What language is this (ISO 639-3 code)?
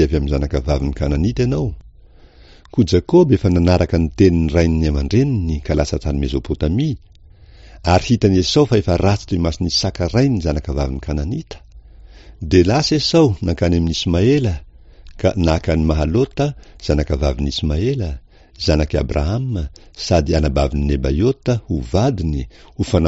mlg